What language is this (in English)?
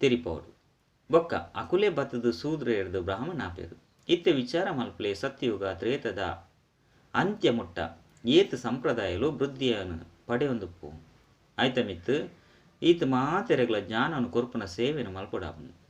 Tulu